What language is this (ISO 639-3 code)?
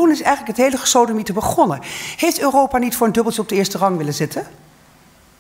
nld